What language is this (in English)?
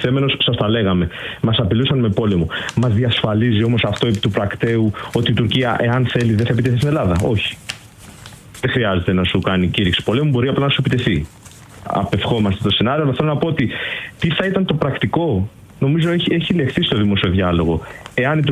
Greek